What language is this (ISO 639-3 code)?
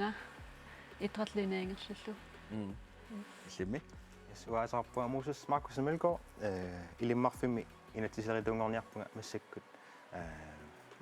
kal